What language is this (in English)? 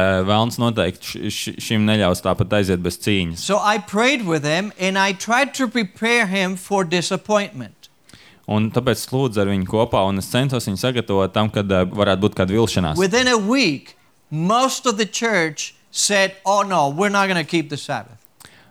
Latvian